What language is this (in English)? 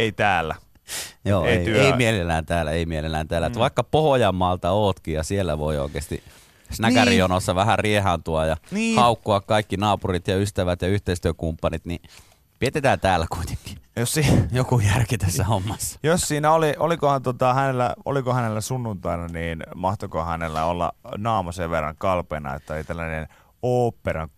Finnish